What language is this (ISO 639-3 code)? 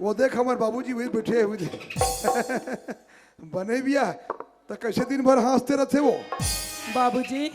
hne